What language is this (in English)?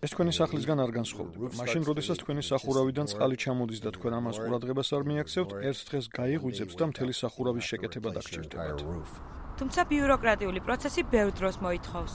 Georgian